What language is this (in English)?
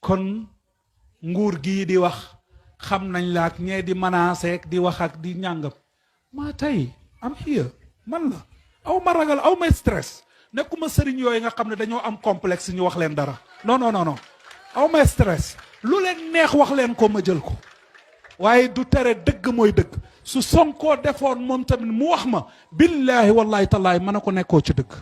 Wolof